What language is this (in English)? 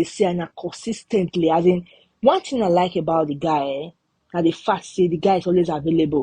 Nigerian Pidgin